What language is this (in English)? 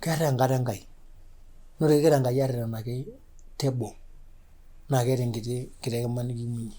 Masai